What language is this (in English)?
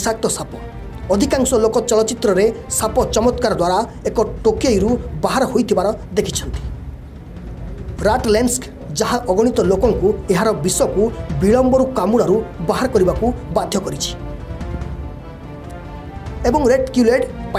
Odia